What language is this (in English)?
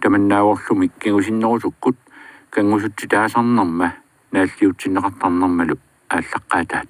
Kalaallisut